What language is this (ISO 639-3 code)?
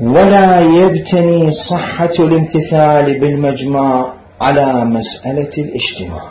acm